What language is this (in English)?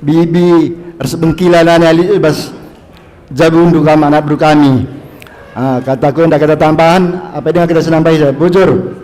Batak Karo